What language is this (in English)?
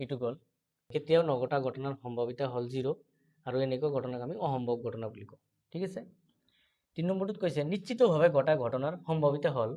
Assamese